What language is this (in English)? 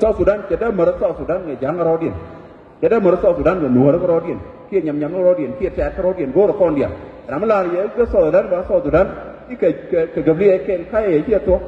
Nuer